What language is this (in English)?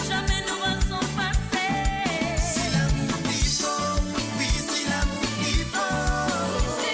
Morisyen